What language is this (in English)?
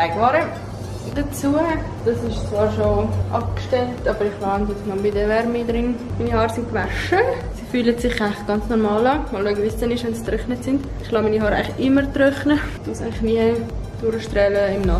Swiss German